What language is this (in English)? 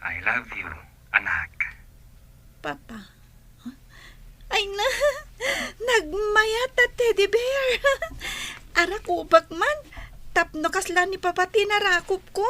Iloko